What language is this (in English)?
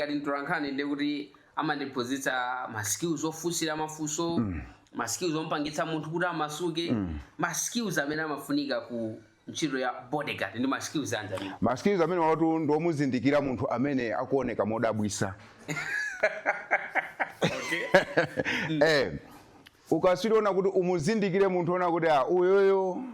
Nyanja